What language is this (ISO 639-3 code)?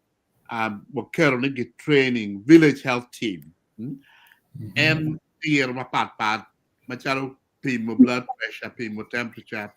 ach